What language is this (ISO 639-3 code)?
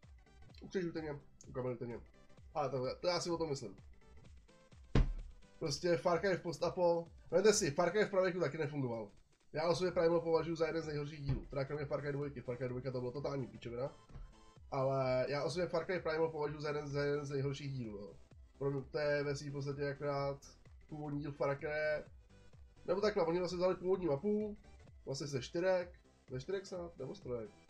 ces